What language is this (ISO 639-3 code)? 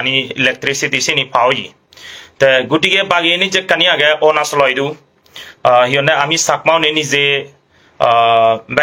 ccp